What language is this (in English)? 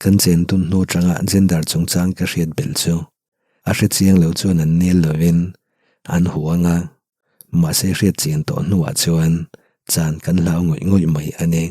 Mizo